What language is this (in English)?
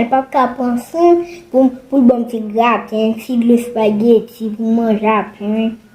Haitian Creole